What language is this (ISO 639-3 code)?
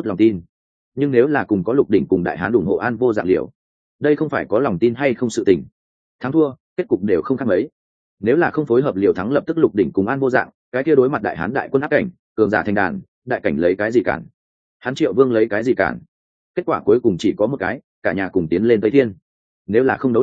vie